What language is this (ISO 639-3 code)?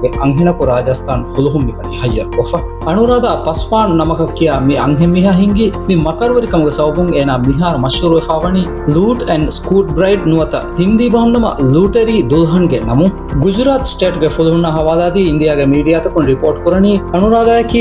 div